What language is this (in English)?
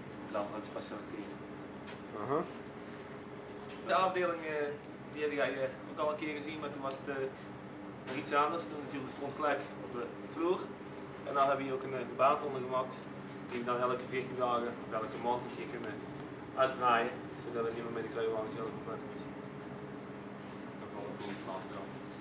Dutch